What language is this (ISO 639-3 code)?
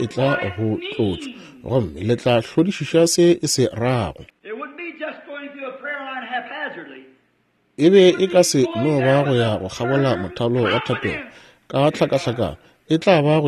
nso